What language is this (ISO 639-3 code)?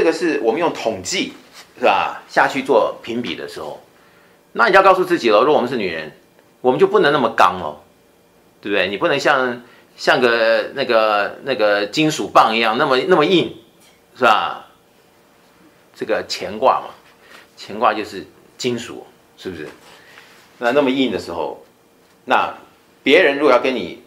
zho